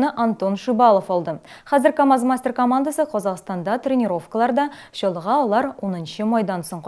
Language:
Tatar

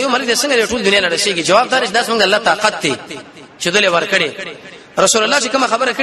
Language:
Pashto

